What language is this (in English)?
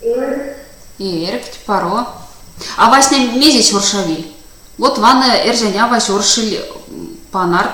Erzya